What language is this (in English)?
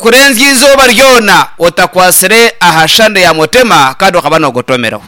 Nyankole